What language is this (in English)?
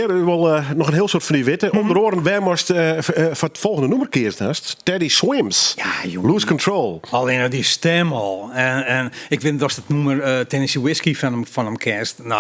Western Frisian